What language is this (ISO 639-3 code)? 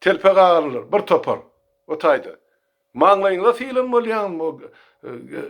tuk